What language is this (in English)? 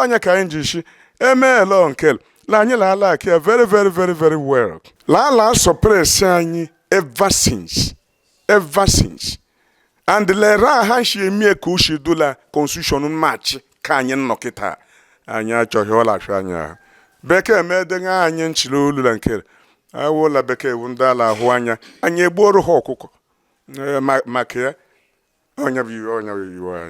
Igbo